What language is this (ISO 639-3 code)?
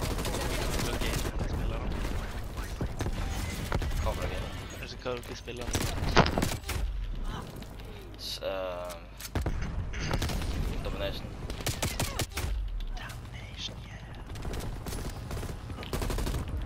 nor